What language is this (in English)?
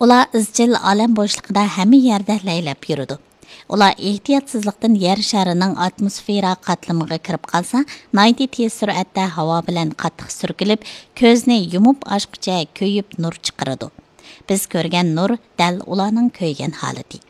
Uyghur